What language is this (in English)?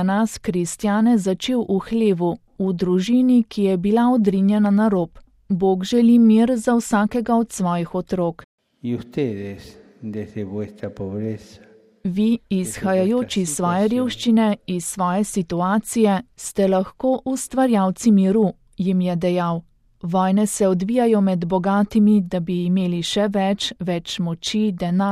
Slovenian